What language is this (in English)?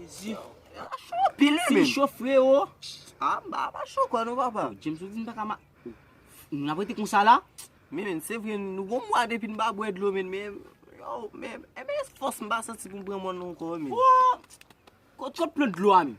Haitian Creole